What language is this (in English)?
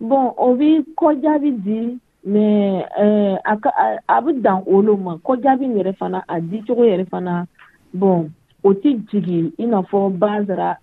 Dyula